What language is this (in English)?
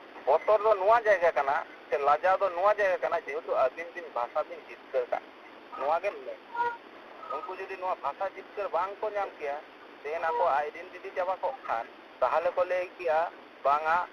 Santali